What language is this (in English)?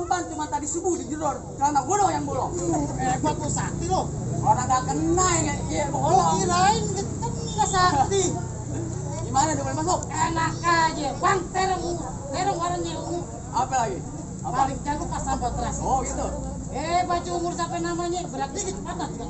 Betawi